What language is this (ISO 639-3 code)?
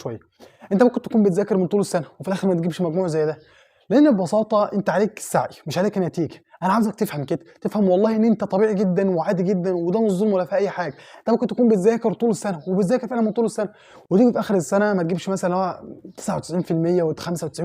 arz